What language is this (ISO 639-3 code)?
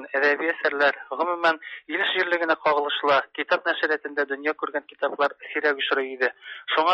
tat